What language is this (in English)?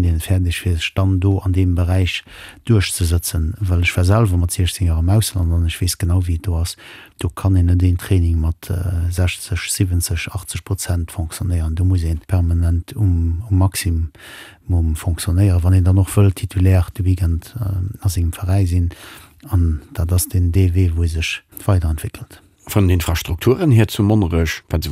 Luxembourgish